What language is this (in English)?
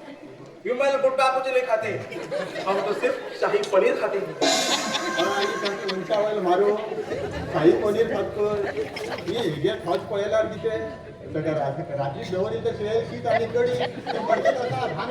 Konkani